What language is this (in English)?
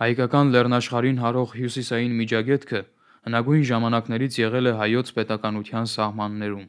Armenian